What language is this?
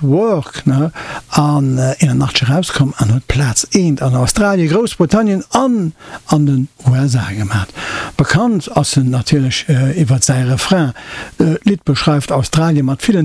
Luxembourgish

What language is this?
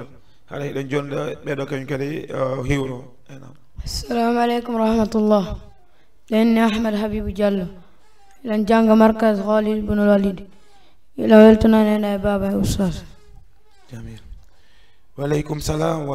Fula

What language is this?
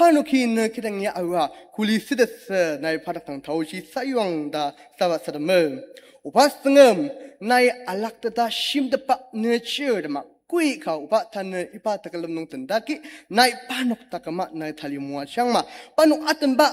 Ao Naga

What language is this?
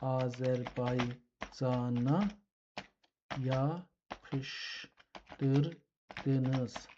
South Azerbaijani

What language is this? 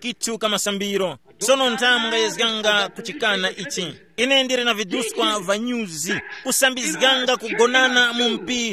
Tumbuka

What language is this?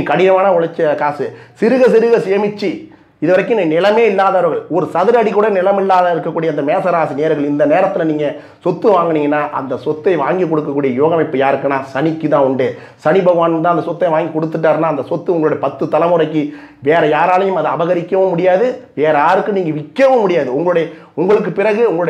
Tamil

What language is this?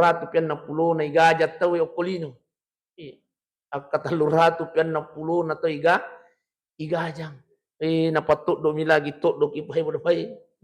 Buginese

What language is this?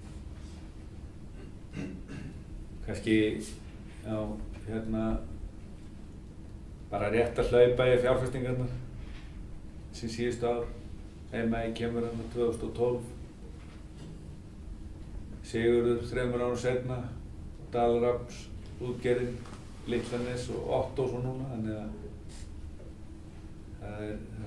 Icelandic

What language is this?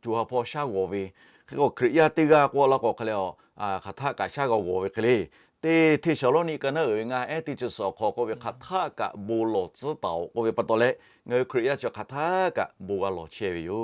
Lahu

